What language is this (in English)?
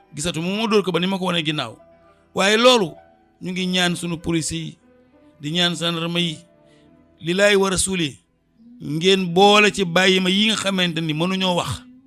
Wolof